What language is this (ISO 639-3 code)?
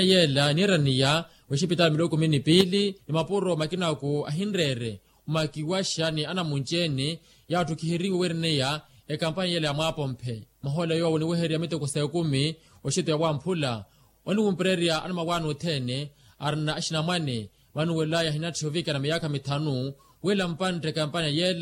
vmw